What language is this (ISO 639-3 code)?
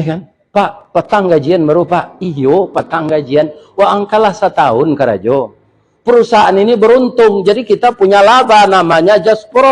min